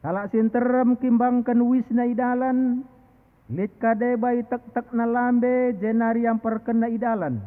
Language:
Batak Karo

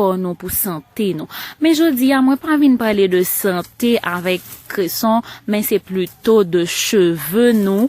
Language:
Haitian Creole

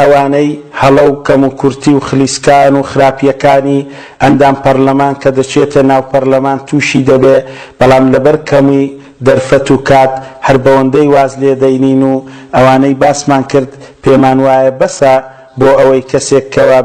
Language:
Central Kurdish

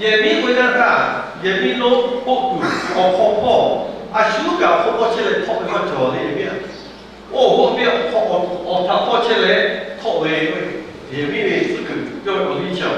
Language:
Lahu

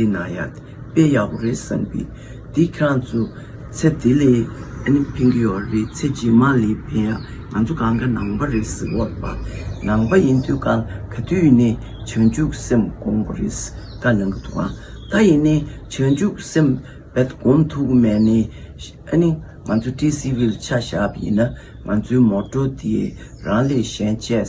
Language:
Tibetan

